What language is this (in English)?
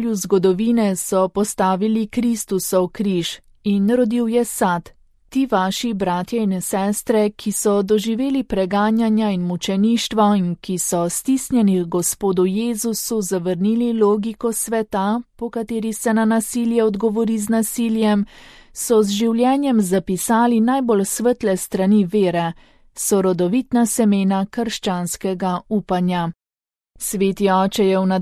Slovenian